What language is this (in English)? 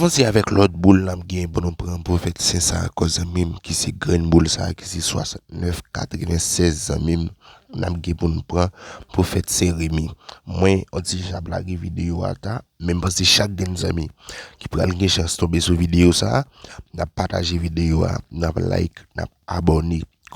Haitian Creole